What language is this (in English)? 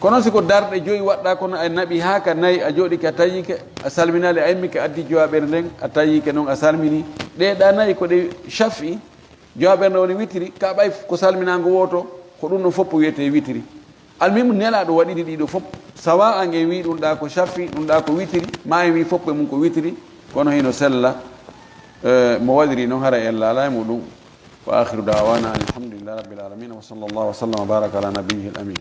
Fula